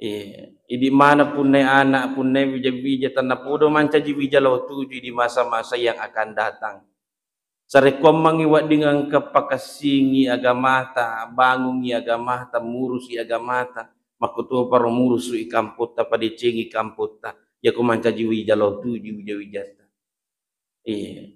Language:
Buginese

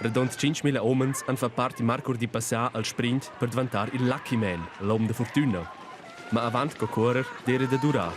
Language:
Romansh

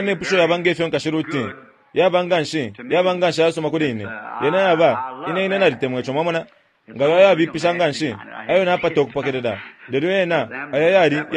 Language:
Bemba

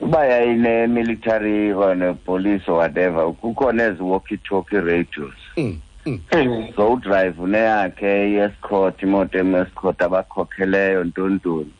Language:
Xhosa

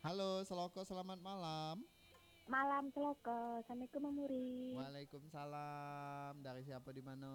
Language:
Minangkabau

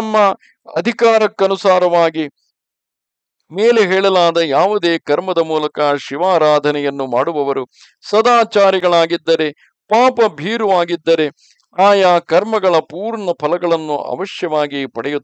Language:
Kannada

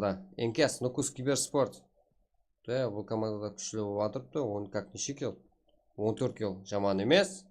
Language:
Kara-Kalpak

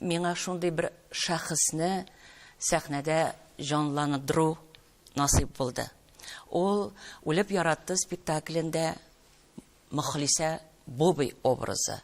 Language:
Tatar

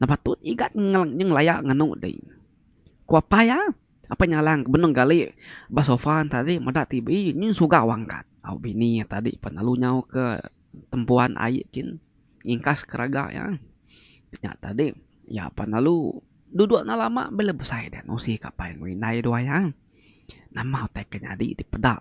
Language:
Iban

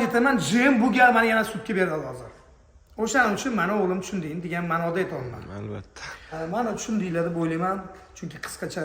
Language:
Uzbek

